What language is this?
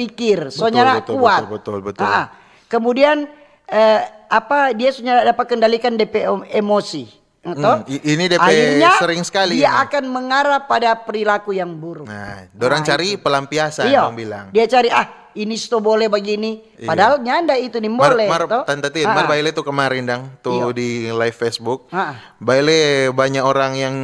Manado Malay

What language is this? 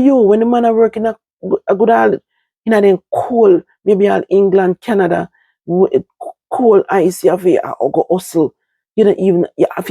Jamaican Creole English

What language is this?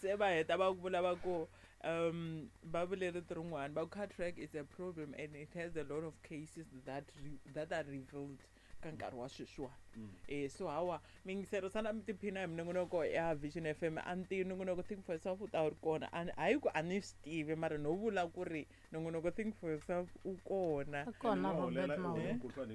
Tsonga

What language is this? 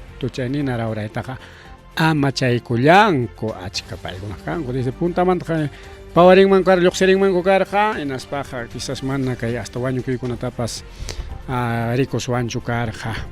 Ayacucho Quechua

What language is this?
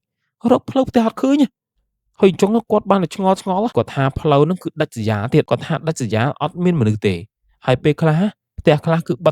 Khmer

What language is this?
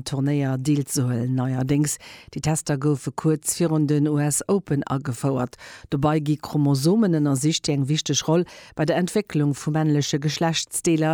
Luxembourgish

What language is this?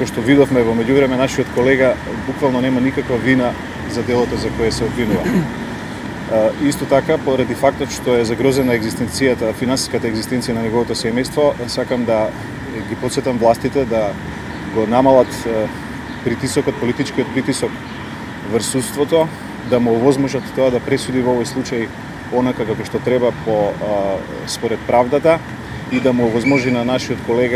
Macedonian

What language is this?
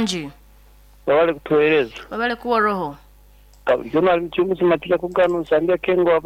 Nyoro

